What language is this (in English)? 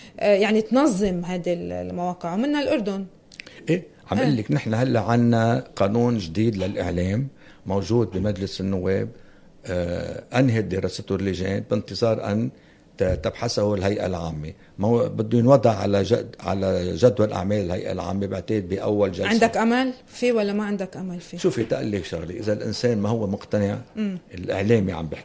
North Levantine Arabic